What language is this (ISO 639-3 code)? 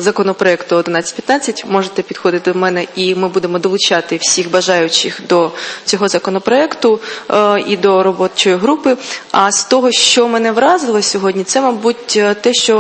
ukr